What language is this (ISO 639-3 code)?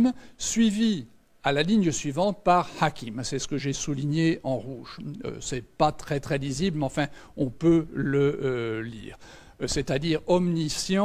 fra